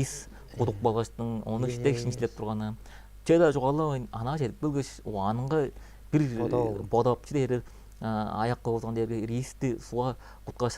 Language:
Tuvinian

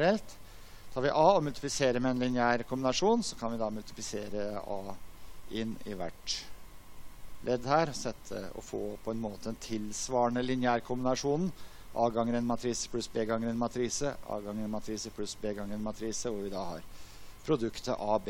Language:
Norwegian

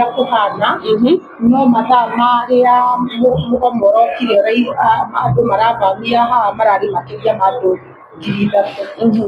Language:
Kikuyu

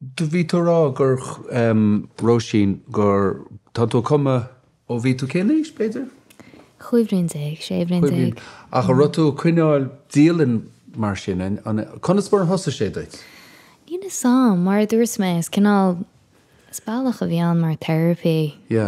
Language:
Irish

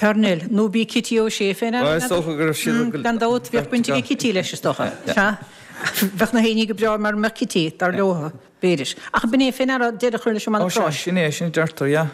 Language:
Irish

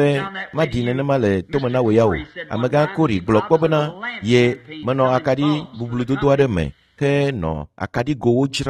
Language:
Ewe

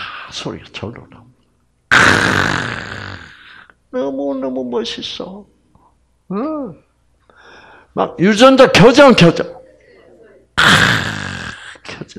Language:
Korean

